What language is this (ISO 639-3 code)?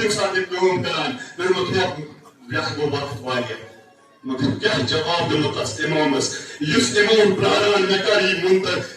kas